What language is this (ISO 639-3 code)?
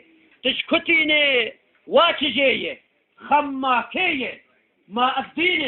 kur